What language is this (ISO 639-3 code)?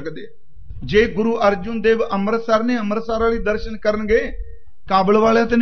pan